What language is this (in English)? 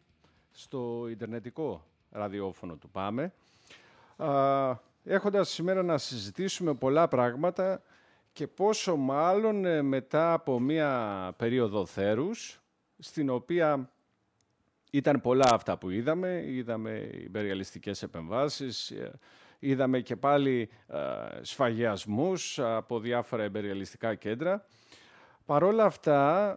Greek